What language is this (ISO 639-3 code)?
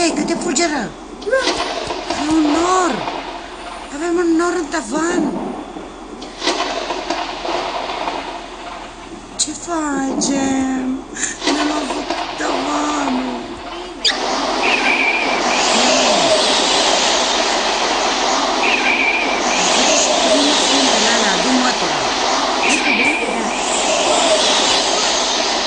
ron